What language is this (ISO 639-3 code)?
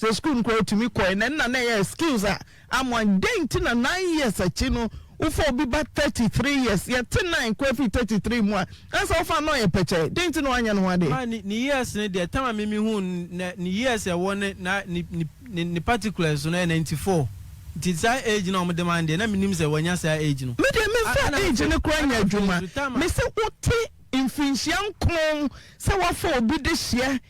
aka